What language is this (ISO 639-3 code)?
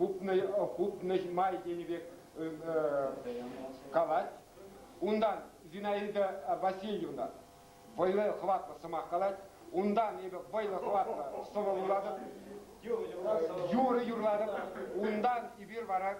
chv